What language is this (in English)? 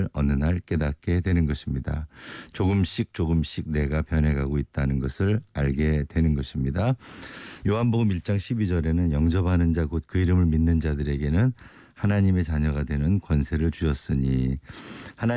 Korean